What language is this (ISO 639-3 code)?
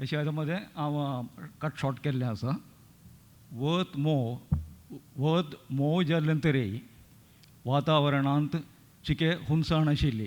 kok